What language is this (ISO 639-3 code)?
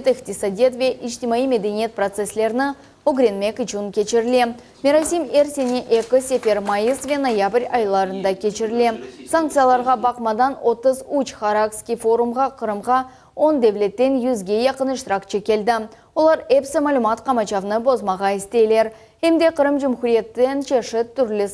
crh